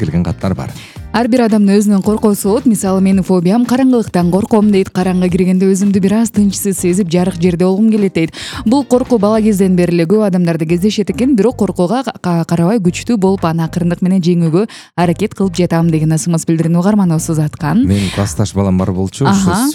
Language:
Kyrgyz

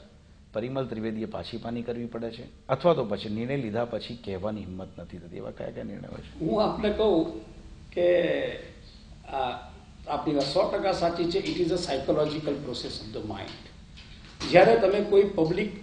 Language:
Gujarati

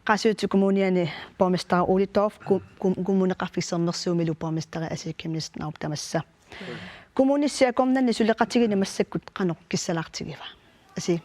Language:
Kalaallisut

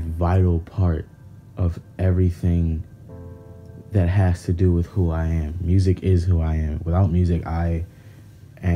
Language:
English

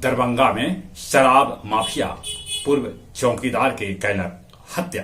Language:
Magahi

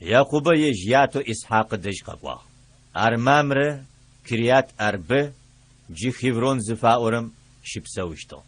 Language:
Adyghe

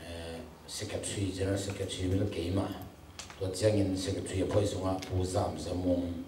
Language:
Tedim Chin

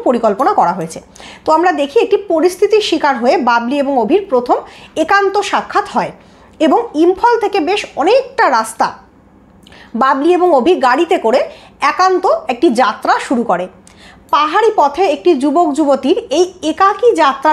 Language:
Bangla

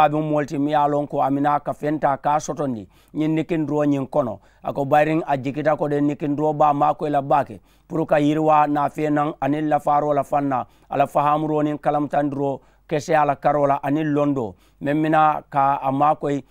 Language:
Mandingo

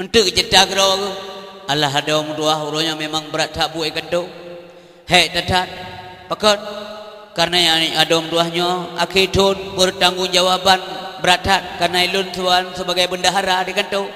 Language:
Achinese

